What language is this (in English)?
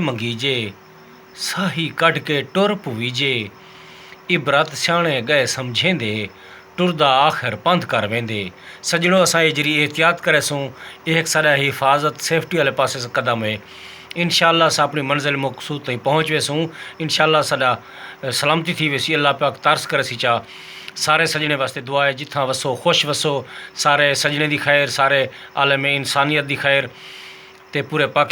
Saraiki